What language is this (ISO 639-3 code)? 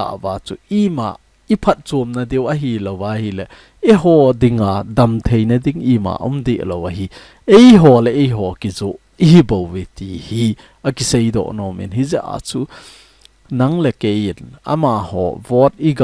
tcz